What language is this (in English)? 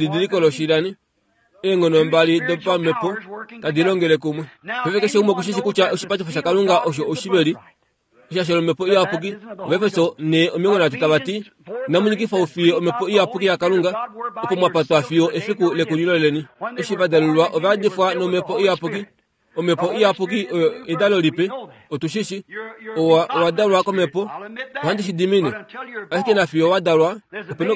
Kuanyama